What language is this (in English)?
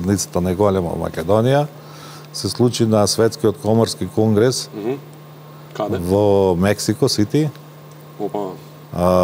Macedonian